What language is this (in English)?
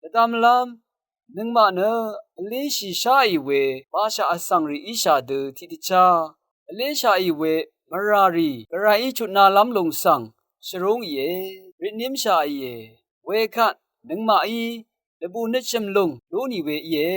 Rawang